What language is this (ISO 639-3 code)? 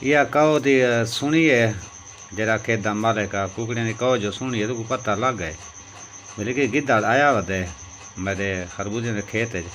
skr